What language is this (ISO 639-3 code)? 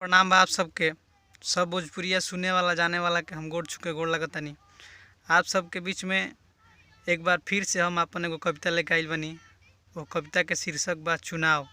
bho